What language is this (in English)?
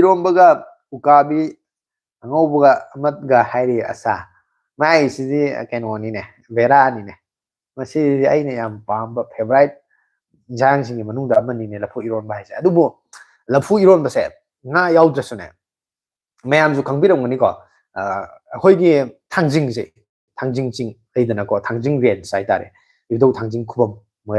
Manipuri